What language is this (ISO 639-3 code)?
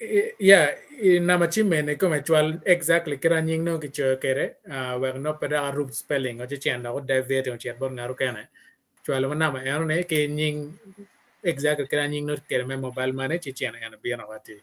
ach